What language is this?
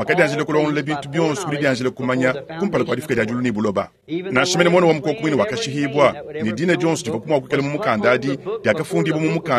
Luba-Lulua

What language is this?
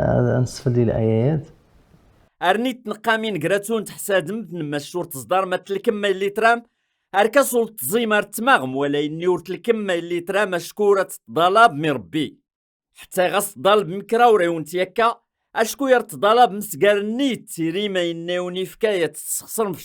Kabyle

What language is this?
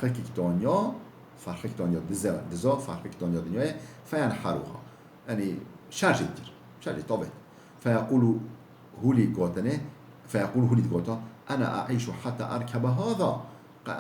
Kurdish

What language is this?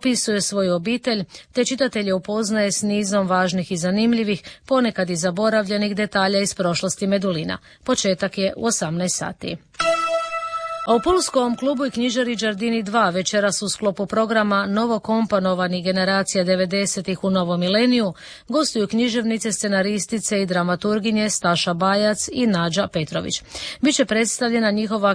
Croatian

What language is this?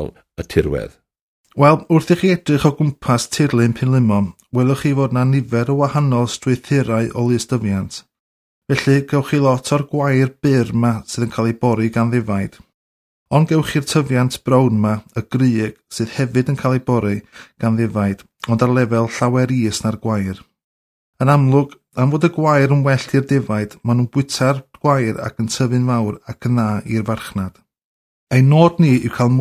Welsh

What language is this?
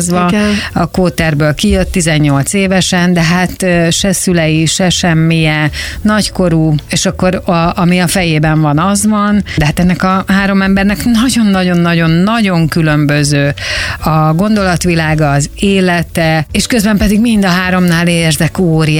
Hungarian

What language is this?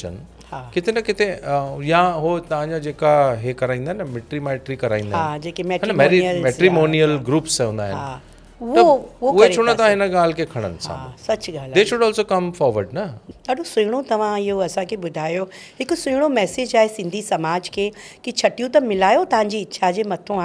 Sindhi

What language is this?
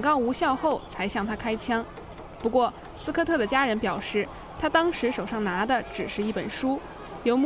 Chinese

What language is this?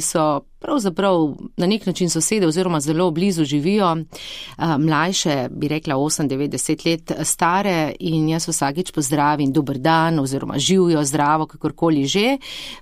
Slovenian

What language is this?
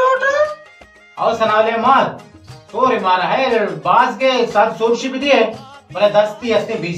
Baluchi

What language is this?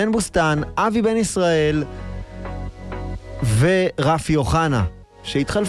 Hebrew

